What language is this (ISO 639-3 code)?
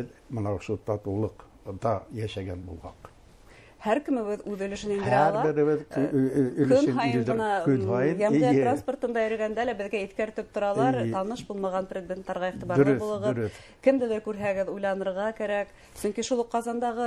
bak